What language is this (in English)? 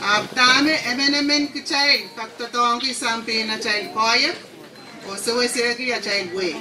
Pohnpeian